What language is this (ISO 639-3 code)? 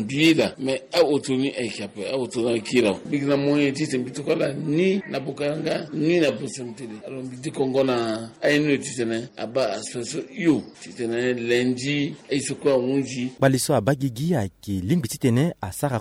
sag